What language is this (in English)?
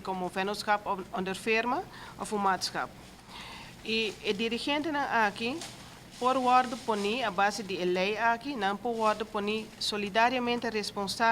Papiamento